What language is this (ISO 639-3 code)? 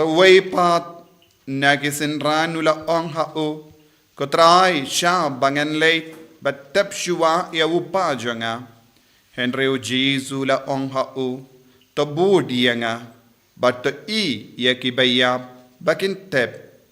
kha